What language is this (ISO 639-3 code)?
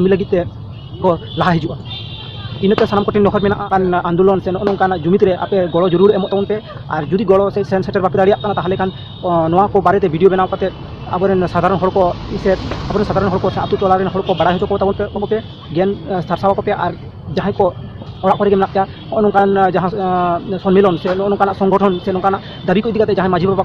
sat